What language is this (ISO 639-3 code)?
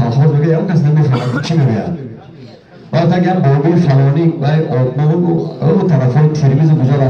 tgk